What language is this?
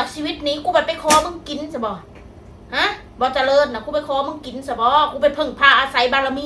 Northeastern Thai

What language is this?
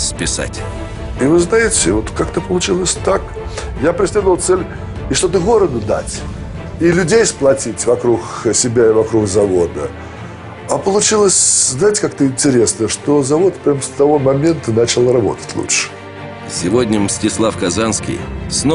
Russian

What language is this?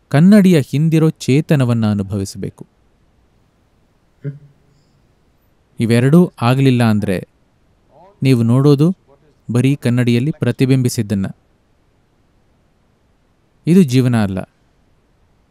Kannada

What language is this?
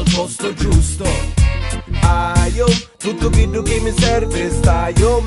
Italian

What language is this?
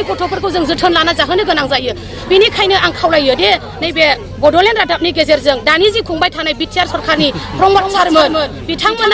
Bodo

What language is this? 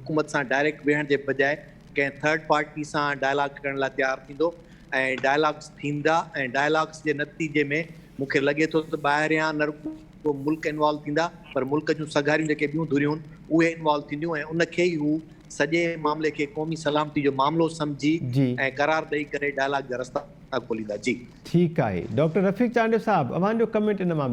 Sindhi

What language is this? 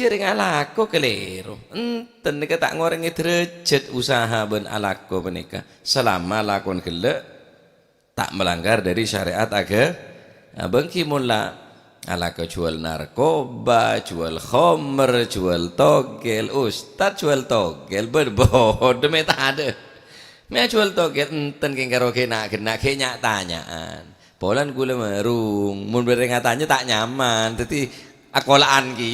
Madurese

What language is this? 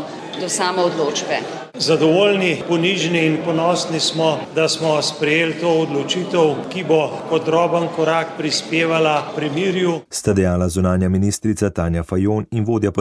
Slovenian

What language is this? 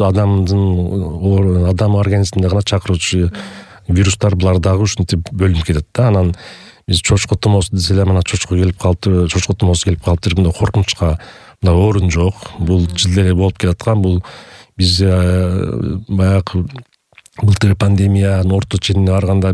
Kyrgyz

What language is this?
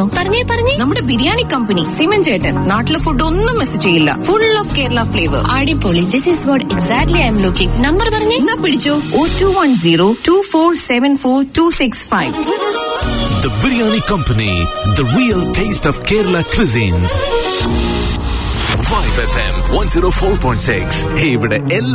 Malayalam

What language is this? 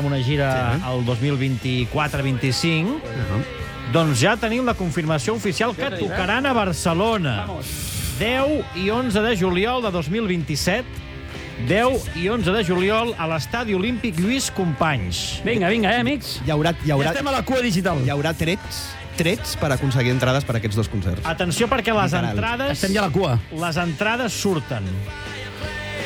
Catalan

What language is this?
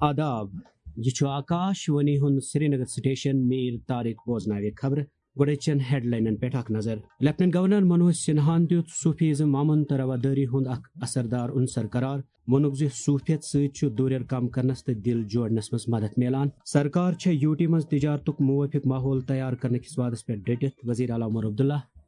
Kashmiri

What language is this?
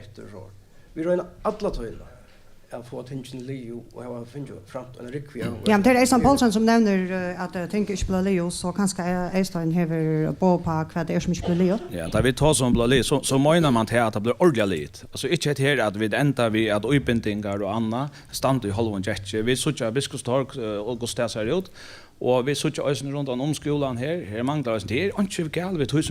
Faroese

